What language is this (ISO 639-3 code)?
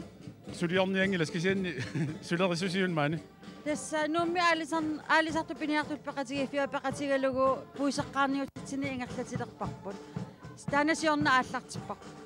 kal